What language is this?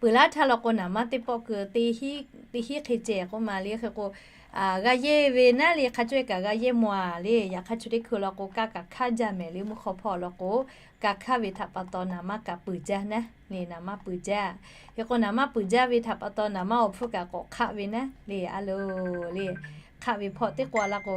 Lahu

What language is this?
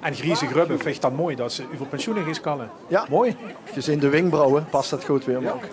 Limburgish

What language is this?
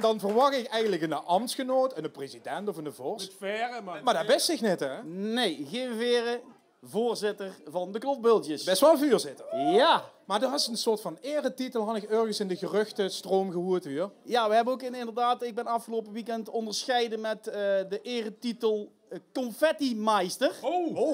Limburgish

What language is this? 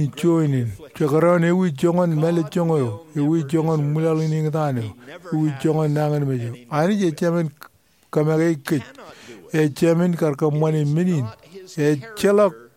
Marshallese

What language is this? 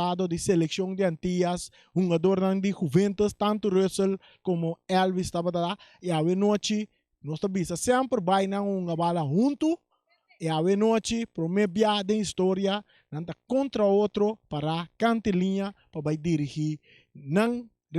Papiamento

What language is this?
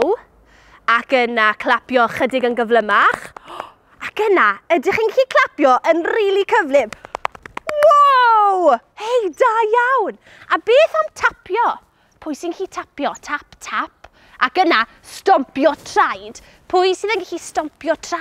Welsh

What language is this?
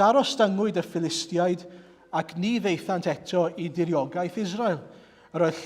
Welsh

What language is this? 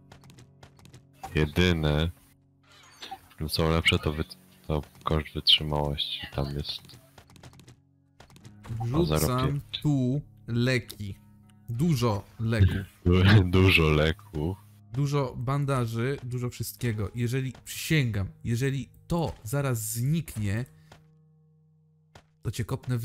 Polish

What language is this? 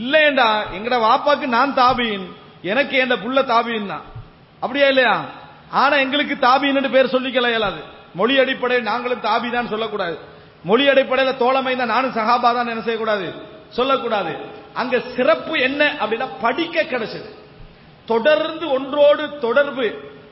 Tamil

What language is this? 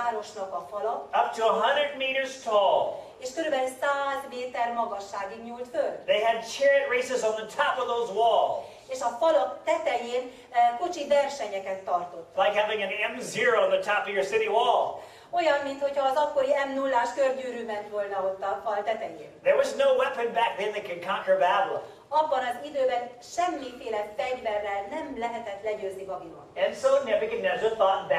Hungarian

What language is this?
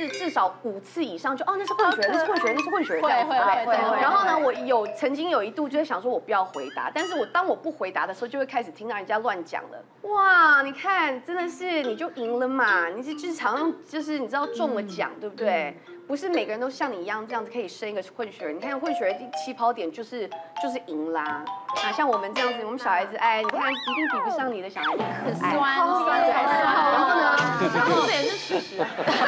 Chinese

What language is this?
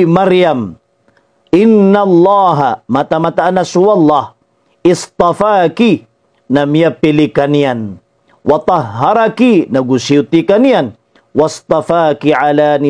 Maranao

